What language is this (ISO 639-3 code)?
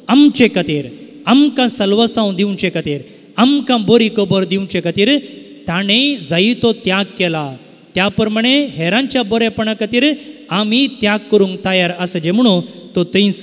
kok